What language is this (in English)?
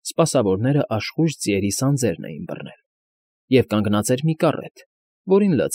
Armenian